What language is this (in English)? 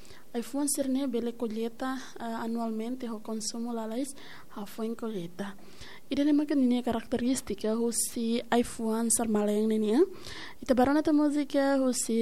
Tetum